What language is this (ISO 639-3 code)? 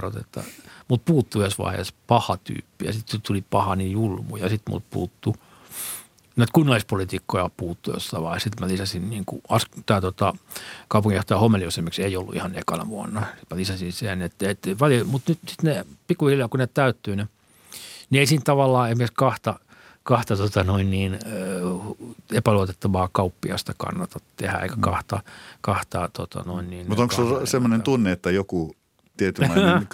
fin